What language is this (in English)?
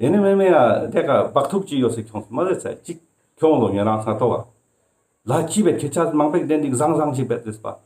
Ladakhi